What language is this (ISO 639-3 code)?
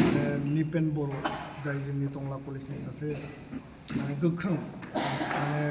brx